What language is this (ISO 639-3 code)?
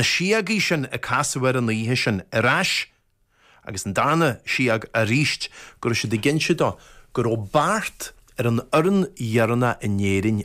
gle